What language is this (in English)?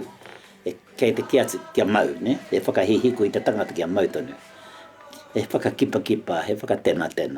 Māori